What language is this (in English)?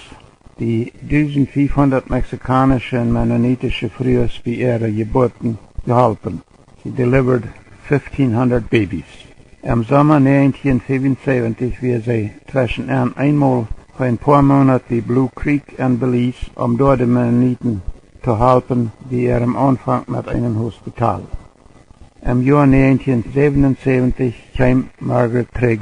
Plautdietsch